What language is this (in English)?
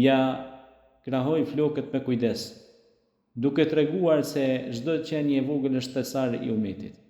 Albanian